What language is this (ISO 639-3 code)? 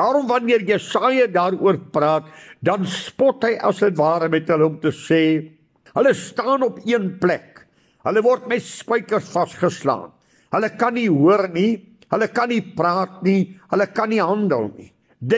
afr